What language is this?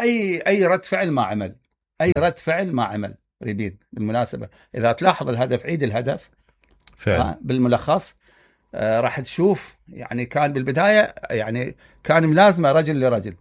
Mesopotamian Arabic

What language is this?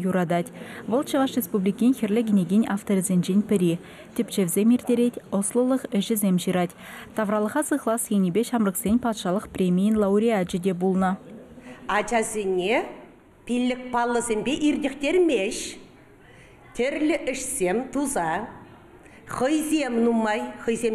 Chuvash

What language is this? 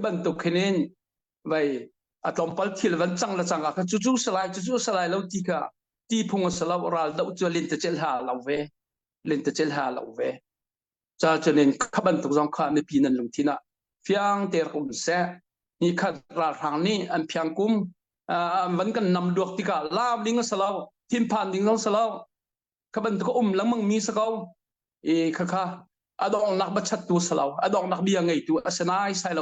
Hakha Chin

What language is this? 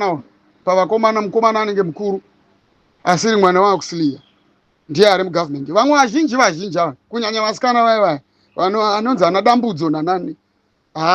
Shona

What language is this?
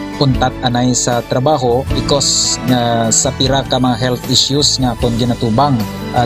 Hiligaynon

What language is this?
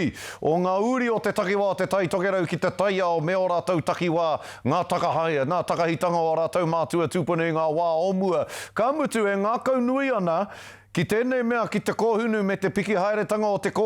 Māori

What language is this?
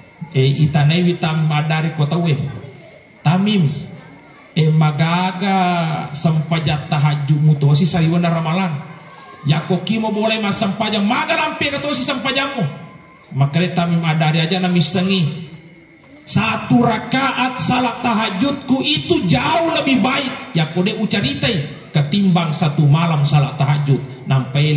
Buginese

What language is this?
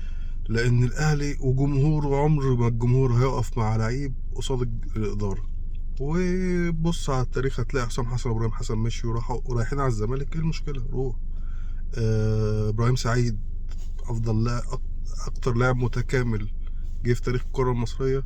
Egyptian Arabic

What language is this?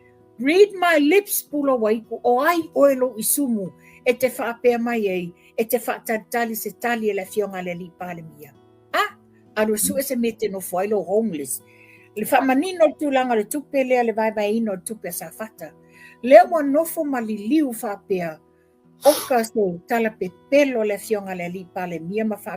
Samoan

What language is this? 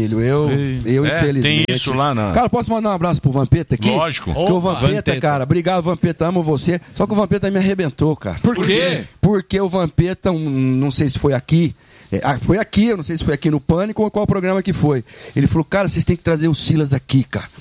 Portuguese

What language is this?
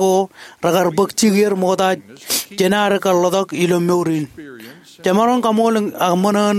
Marshallese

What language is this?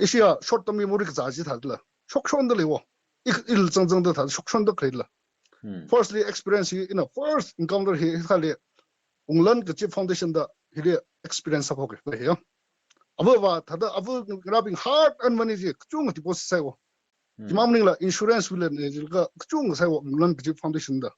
Tangkhul Naga (India)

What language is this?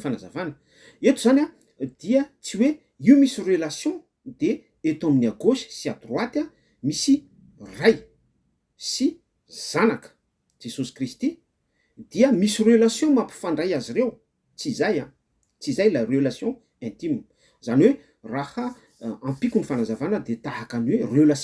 Malagasy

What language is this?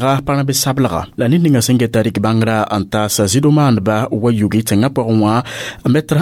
Mossi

